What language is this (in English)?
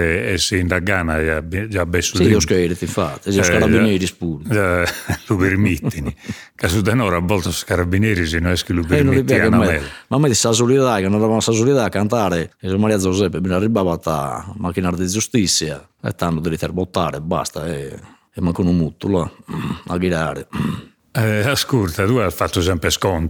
Sardinian